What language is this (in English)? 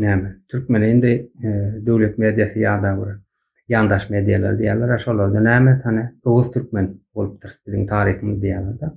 Turkmen